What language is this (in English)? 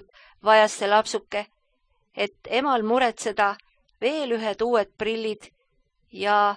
Estonian